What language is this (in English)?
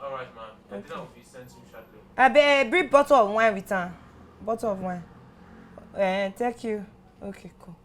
Nigerian Pidgin